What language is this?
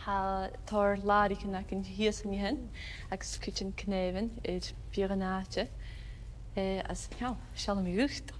Scottish Gaelic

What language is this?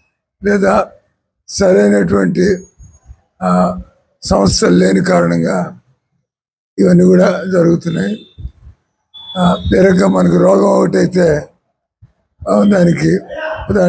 Telugu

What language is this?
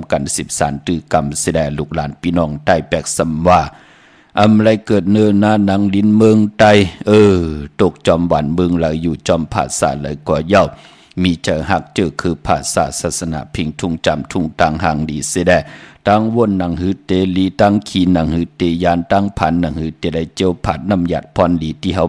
Shan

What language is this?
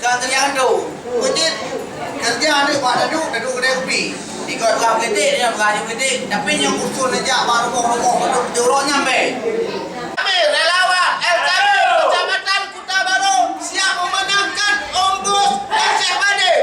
Achinese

